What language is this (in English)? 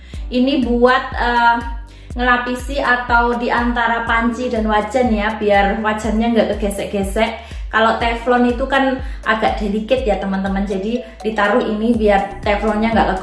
Indonesian